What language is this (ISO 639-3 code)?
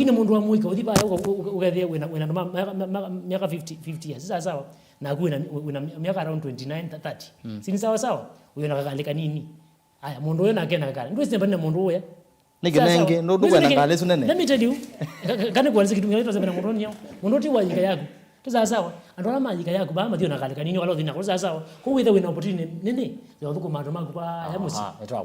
kam